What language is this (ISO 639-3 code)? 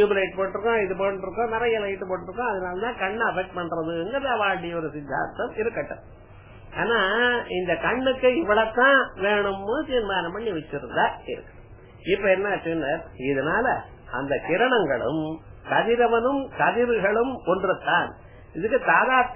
tam